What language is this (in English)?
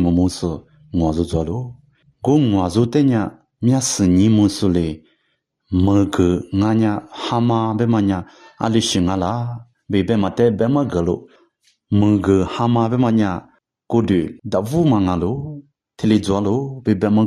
Lisu